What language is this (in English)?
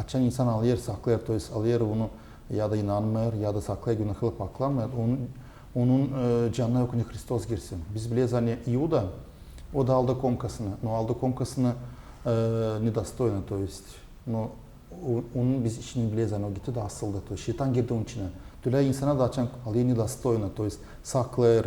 Gagauz